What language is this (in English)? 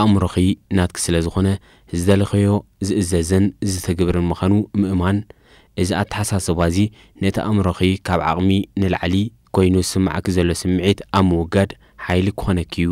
Tigrinya